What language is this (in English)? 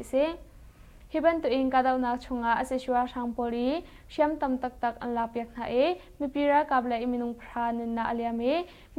Hakha Chin